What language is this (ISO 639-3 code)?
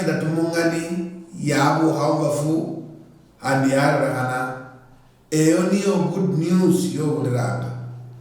luy